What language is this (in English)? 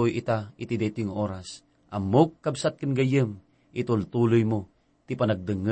Iloko